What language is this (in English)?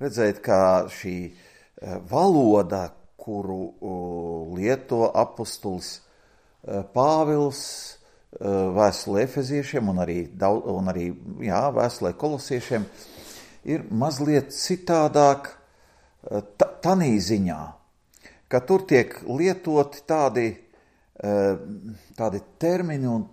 Latvian